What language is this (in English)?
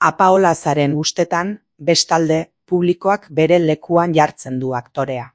Basque